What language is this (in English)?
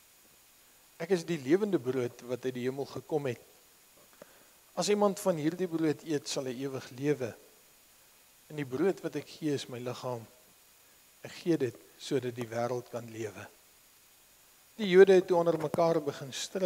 Afrikaans